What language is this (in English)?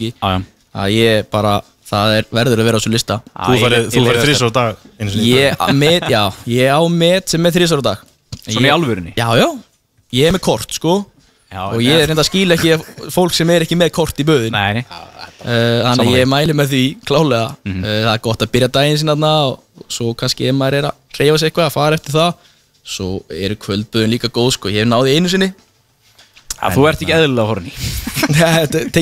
Icelandic